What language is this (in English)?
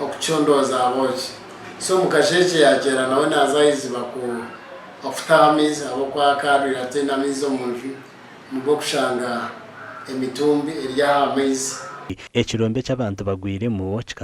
Nyankole